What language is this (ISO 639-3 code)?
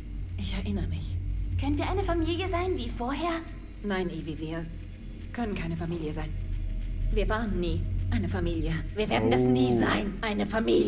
gsw